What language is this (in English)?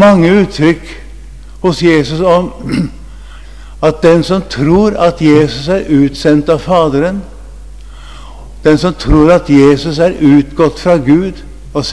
Norwegian